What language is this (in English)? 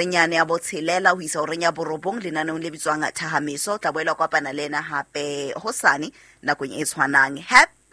Southern Sotho